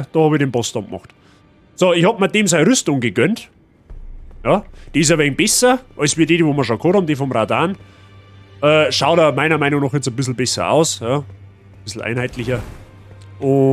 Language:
Bavarian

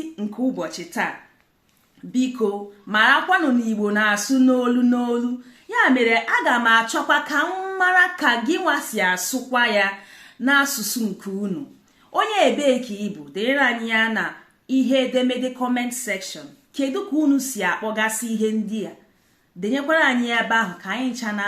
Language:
Igbo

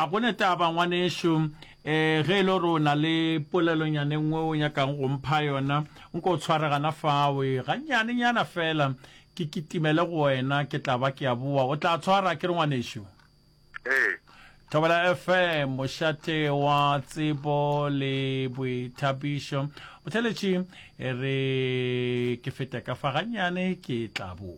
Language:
Northern Sotho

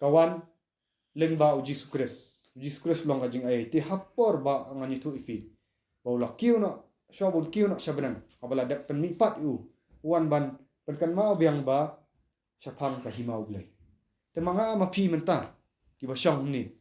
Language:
Khasi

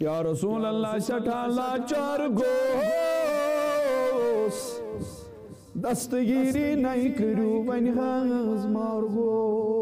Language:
Kashmiri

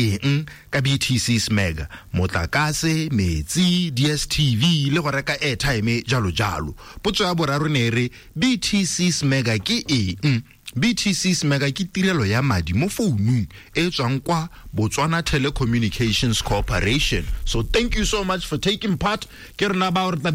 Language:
Tswana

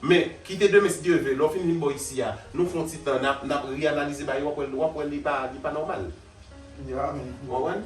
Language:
Haitian Creole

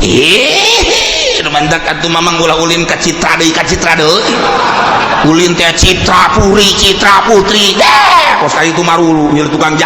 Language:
Sundanese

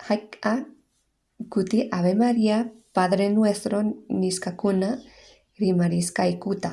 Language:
Quechua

